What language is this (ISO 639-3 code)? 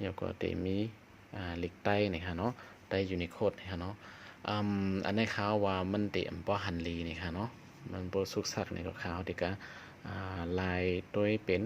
shn